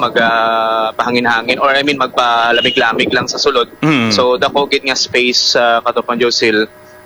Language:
Hiligaynon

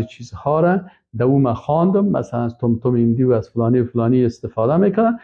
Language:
Persian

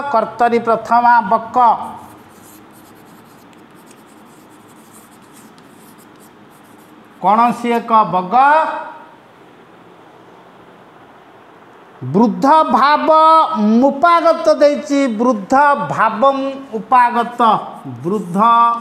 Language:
Odia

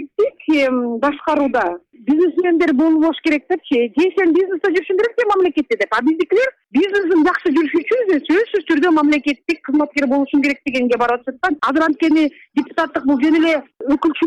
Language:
Kyrgyz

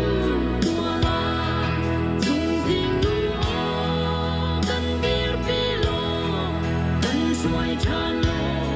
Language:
Hakha Chin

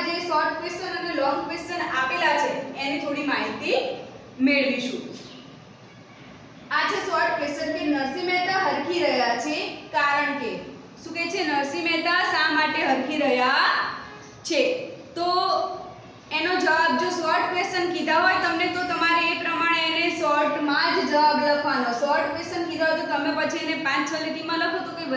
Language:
Gujarati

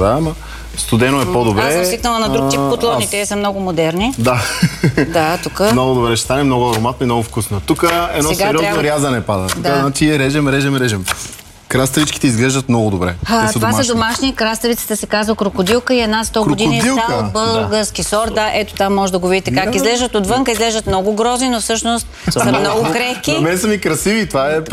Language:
Bulgarian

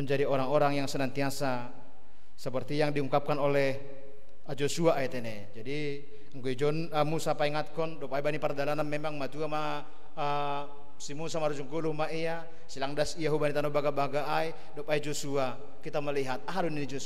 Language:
Batak Simalungun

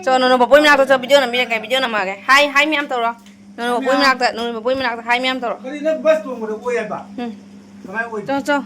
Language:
Manipuri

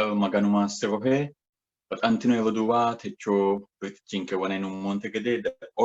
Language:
Sidamo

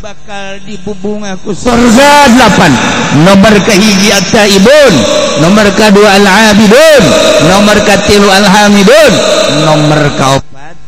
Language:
Sundanese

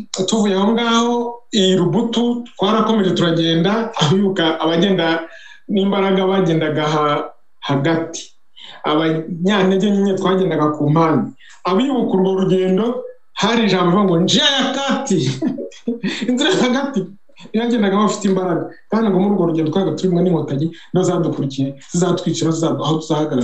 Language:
Kinyarwanda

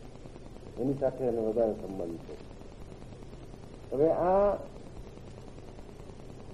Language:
Gujarati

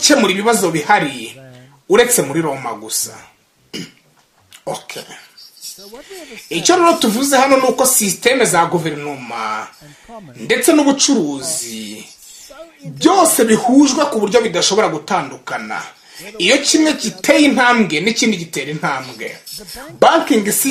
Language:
Kinyarwanda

